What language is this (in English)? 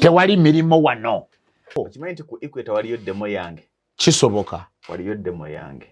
Ganda